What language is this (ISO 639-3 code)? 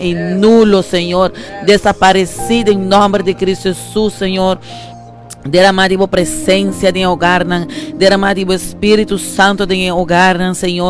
pap